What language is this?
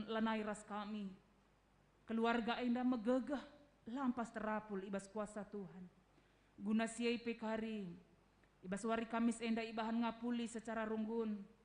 Batak Karo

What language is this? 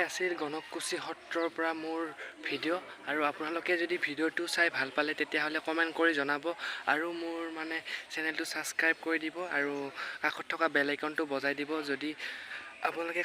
Assamese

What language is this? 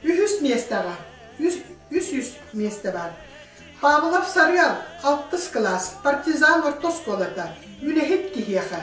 Yakut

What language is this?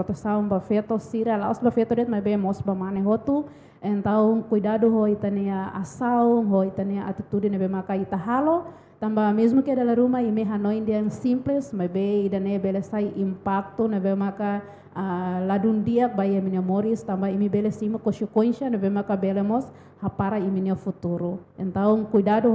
Tetum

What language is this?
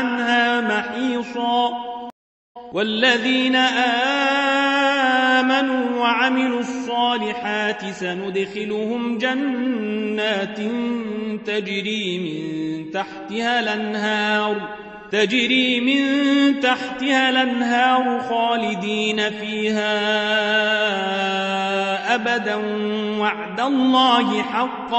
Arabic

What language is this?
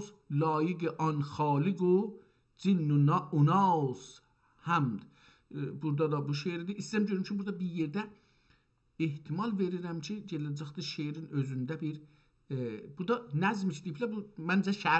South Azerbaijani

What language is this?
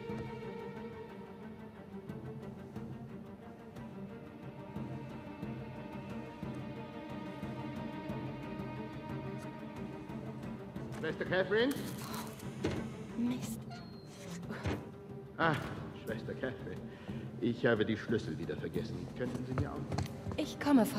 German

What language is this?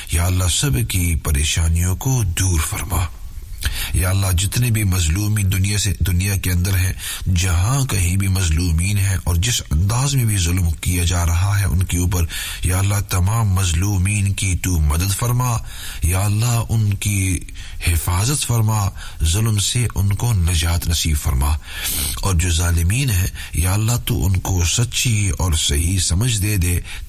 Urdu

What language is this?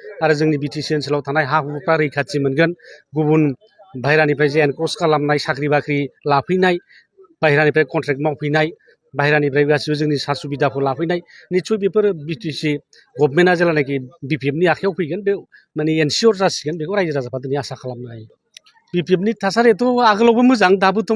Bodo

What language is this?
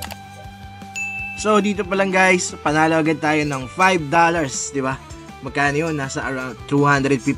Filipino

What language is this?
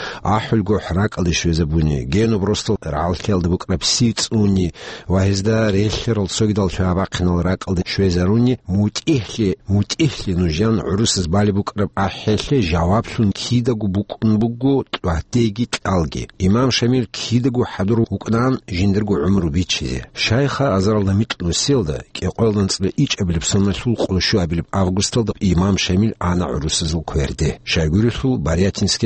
Avaric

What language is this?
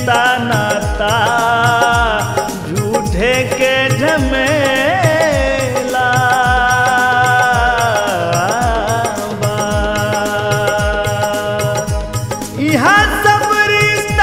Bhojpuri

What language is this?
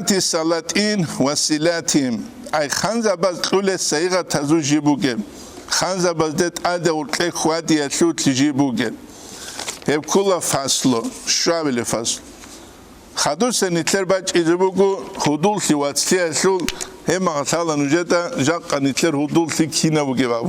Avaric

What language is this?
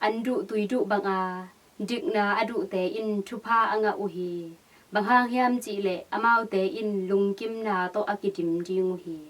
Tedim Chin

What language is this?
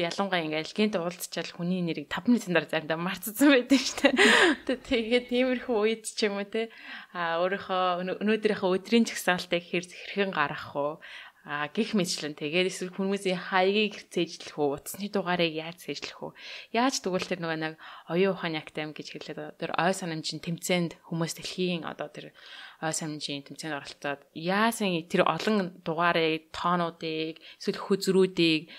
Mongolian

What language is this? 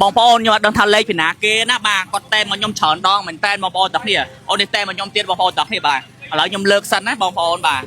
Khmer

